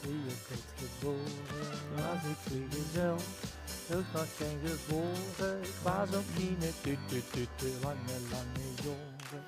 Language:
Limburgish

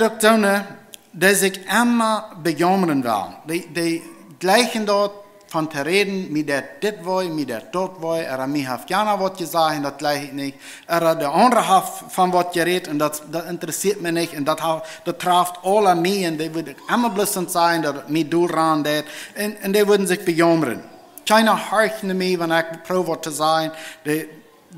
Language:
Plautdietsch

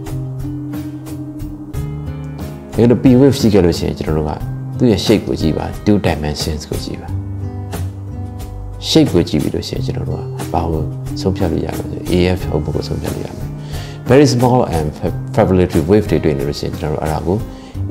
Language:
Burmese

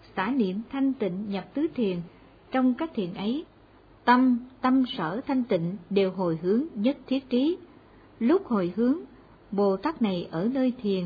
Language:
Vietnamese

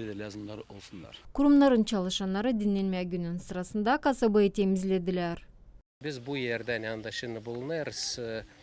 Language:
Gagauz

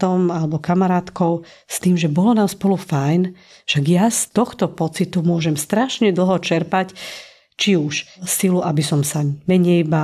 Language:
Slovak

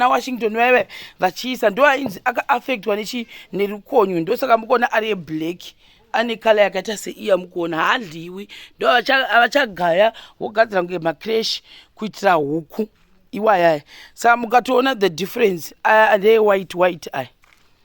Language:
Shona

